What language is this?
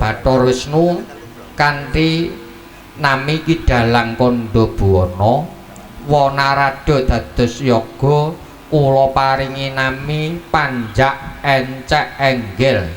Javanese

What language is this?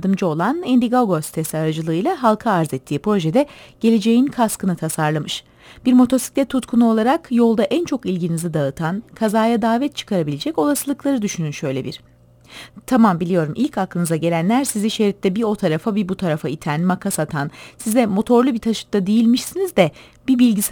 Turkish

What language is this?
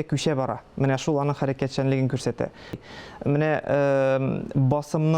Tatar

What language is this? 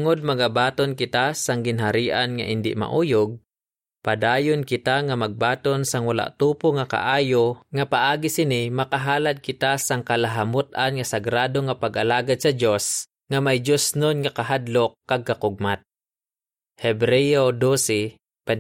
Hiligaynon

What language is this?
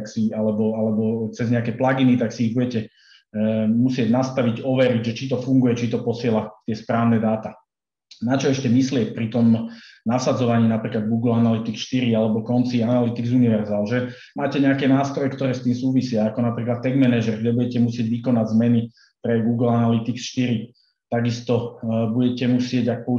Slovak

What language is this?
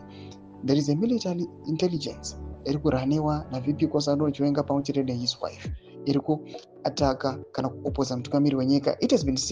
Shona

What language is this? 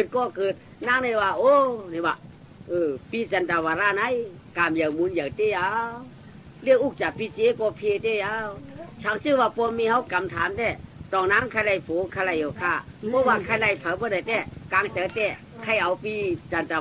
Shan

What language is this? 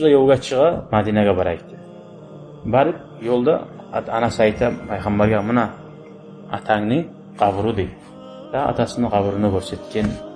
Kumyk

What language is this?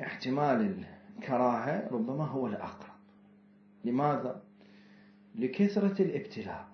Mesopotamian Arabic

